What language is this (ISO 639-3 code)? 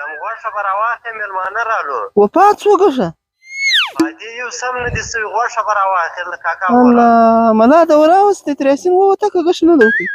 pus